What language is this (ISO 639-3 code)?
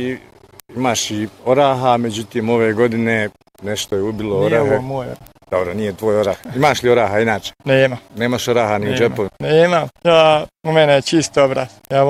bos